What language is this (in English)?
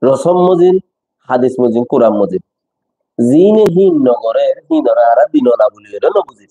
Rohingya